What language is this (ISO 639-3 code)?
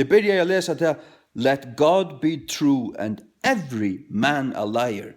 fao